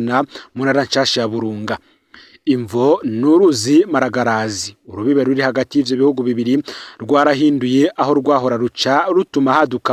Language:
Rundi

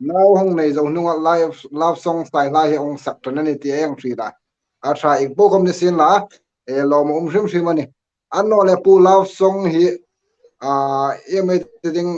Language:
Hmar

